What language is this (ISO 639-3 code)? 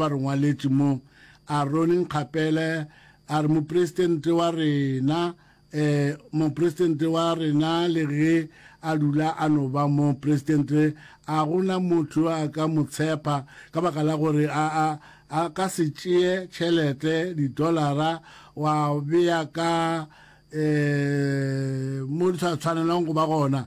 nso